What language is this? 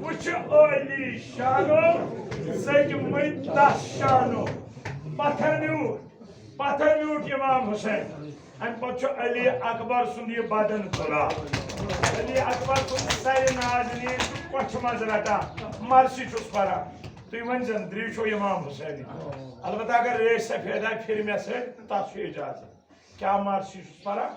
Kashmiri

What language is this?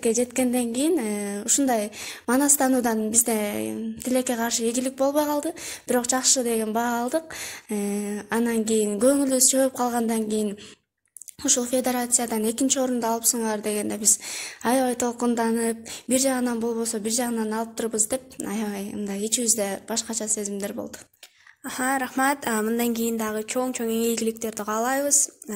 Kyrgyz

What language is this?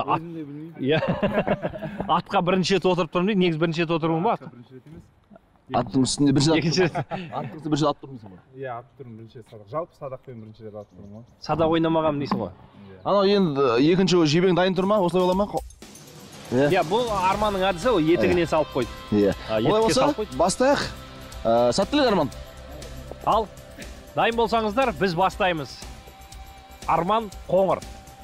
Kazakh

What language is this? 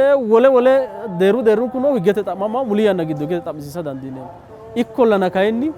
Sidamo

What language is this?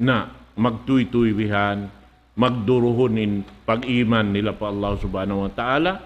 Tausug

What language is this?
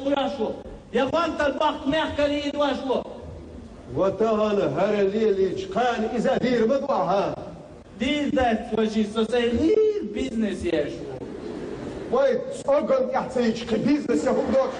Chechen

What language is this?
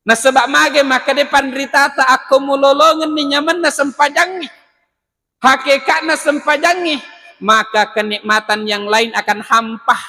Buginese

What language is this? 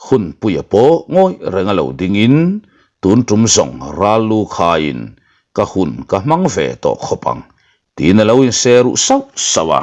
Mizo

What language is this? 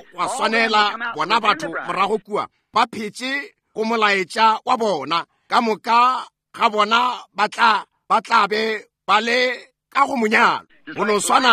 Northern Sotho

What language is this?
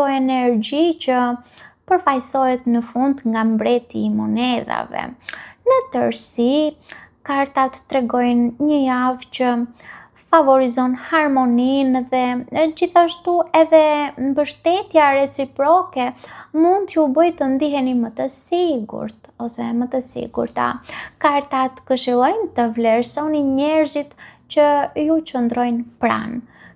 Albanian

